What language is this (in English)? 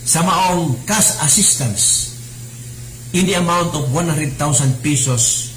Cebuano